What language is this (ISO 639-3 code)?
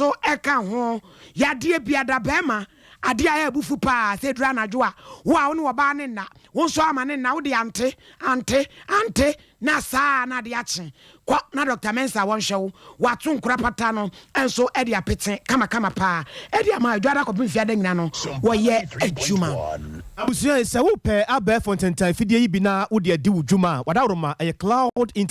aka